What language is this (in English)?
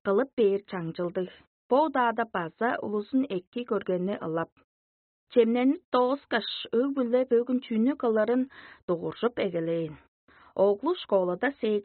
Tuvinian